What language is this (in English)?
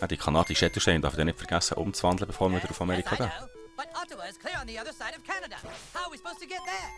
Swiss German